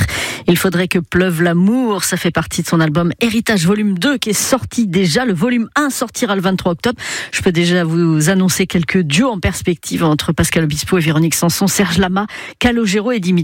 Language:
French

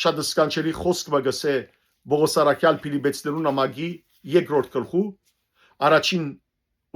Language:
Western Armenian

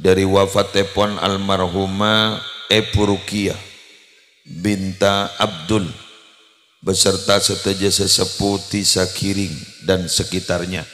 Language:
Madurese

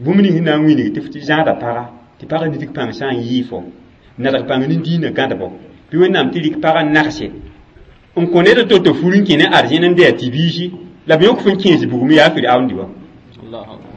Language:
Mossi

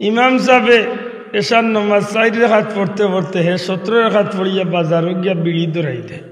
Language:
Sylheti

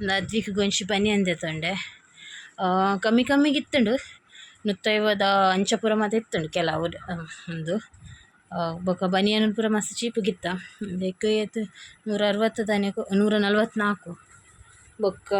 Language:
Tulu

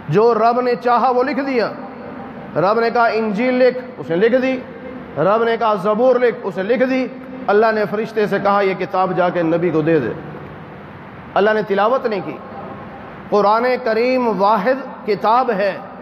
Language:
Urdu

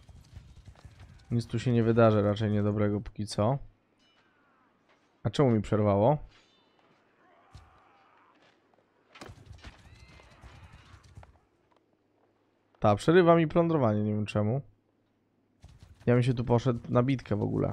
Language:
Polish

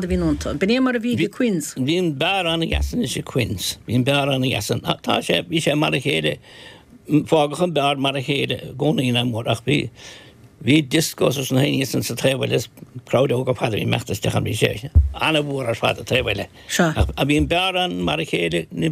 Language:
Irish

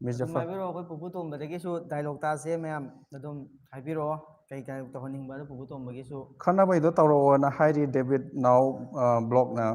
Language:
Manipuri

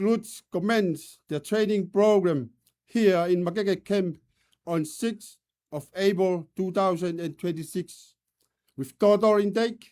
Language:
Tongan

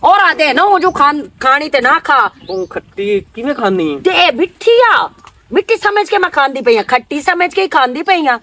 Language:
Western Panjabi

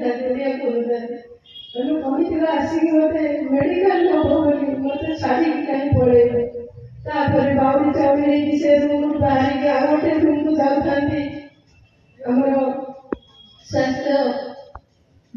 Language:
Odia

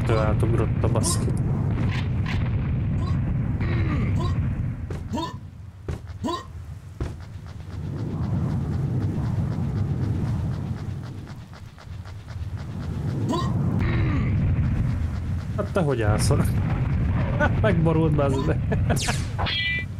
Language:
Hungarian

